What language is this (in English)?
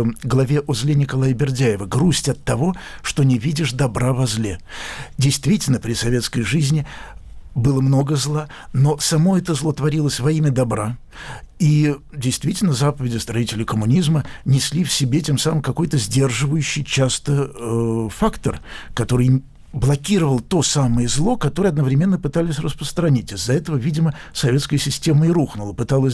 Russian